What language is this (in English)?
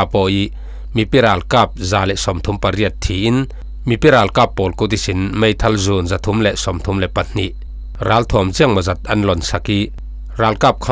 Falam Chin